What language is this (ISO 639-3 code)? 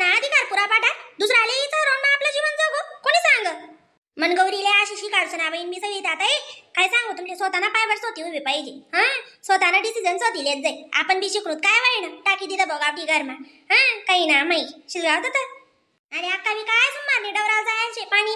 khn